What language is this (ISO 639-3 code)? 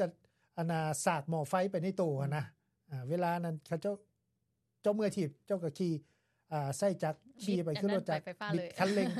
lao